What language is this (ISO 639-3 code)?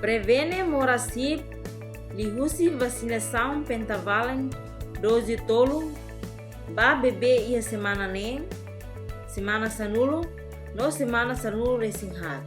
tet